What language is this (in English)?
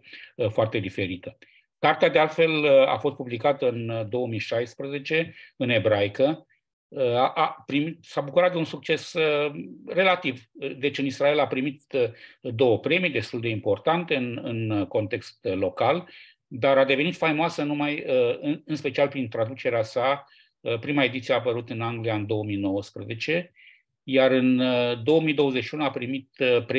Romanian